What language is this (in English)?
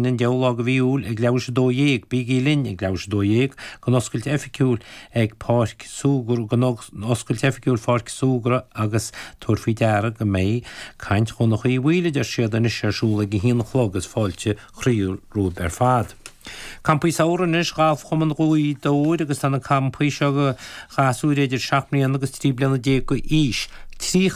Irish